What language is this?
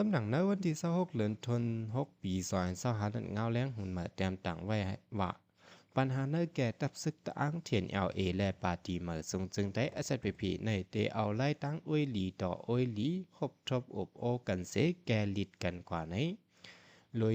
Shan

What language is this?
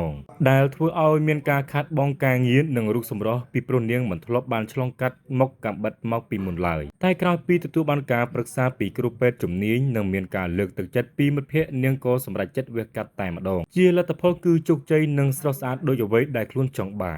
Khmer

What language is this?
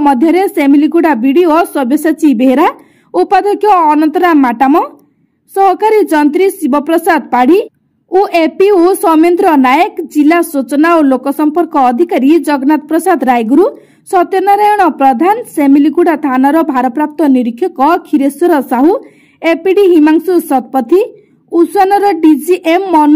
Odia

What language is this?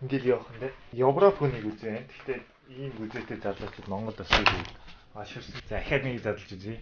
Mongolian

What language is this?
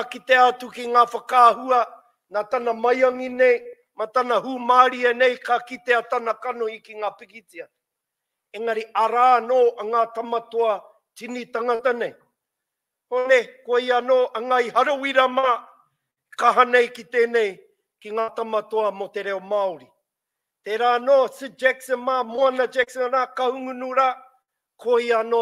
Māori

